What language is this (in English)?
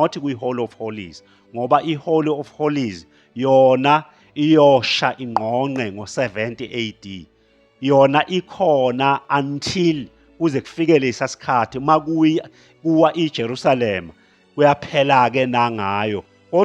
Zulu